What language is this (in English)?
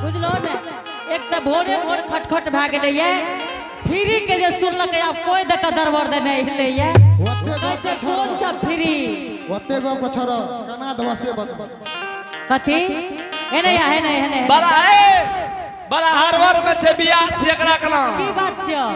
Angika